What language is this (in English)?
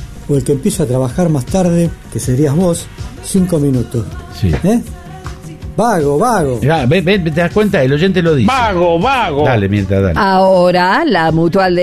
Spanish